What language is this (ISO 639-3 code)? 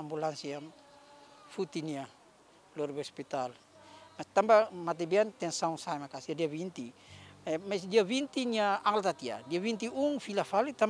tet